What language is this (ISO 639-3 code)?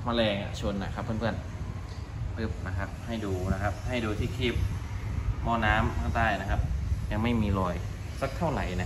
tha